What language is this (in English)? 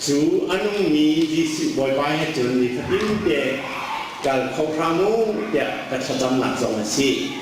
Hakha Chin